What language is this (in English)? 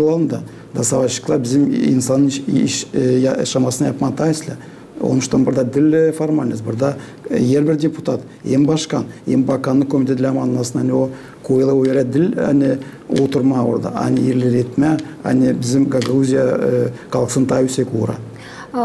Gagauz